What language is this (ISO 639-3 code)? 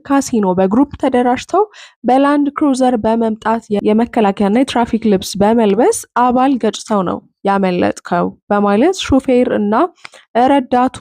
amh